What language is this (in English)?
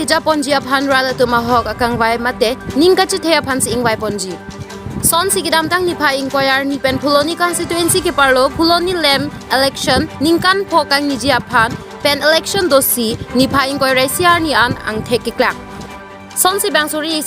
Karbi